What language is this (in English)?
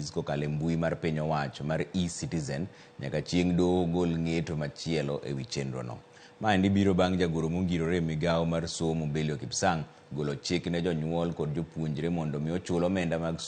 Luo (Kenya and Tanzania)